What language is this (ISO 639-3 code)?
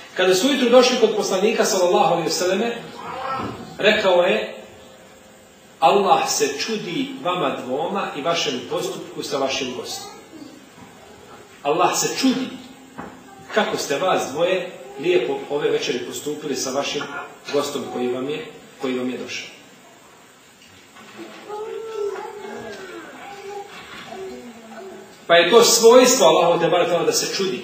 bos